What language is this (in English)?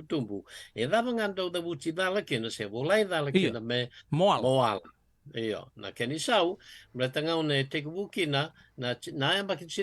Fijian